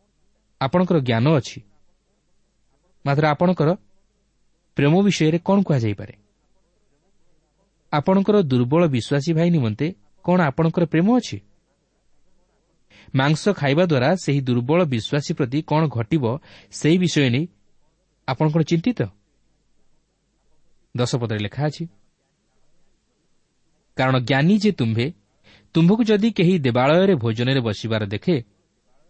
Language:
Odia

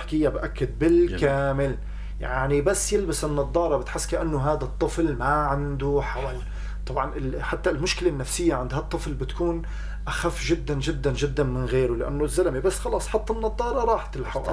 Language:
North Levantine Arabic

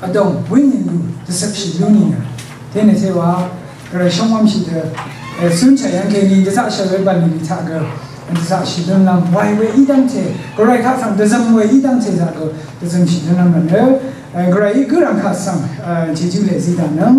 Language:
Rawang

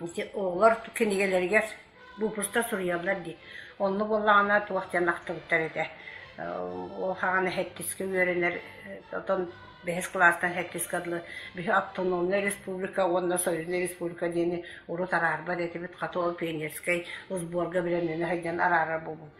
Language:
Yakut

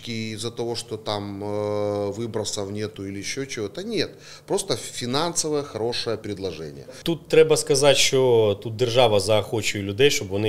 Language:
Ukrainian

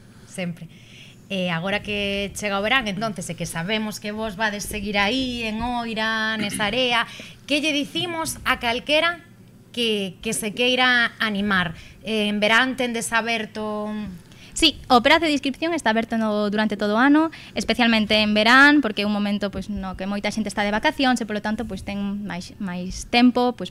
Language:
Galician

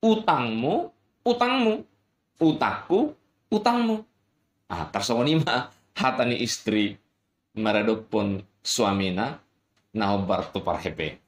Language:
Batak Toba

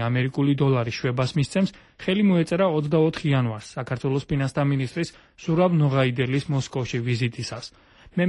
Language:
Georgian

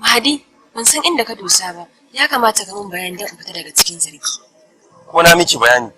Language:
Hausa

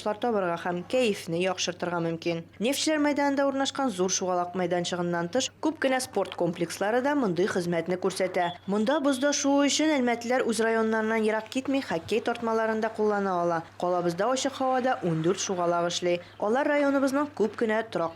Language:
Tatar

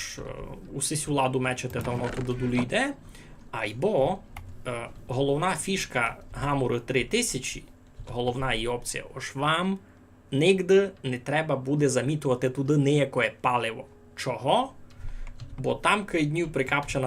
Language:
Rusyn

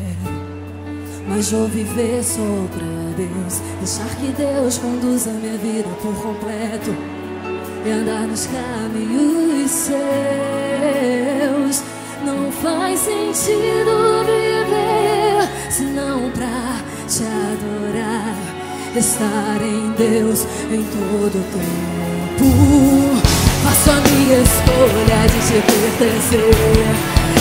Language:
Portuguese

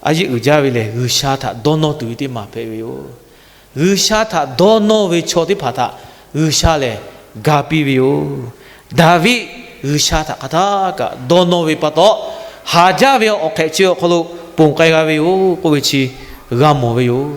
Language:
Lahu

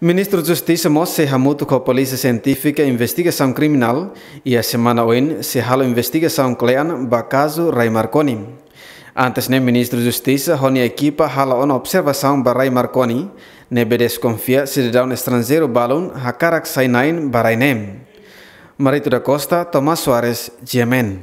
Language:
Tetum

